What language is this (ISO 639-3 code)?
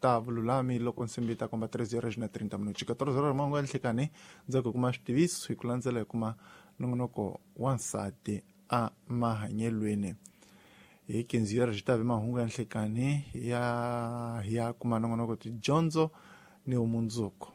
tso